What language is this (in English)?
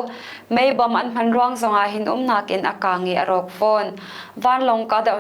Hakha Chin